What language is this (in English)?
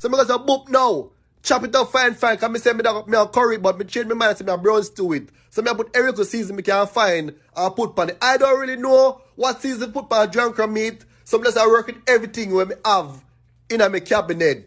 Jamaican Creole English